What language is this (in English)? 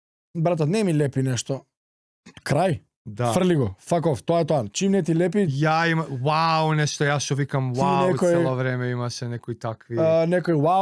Macedonian